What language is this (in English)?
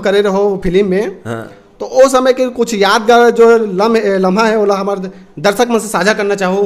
Chhattisgarhi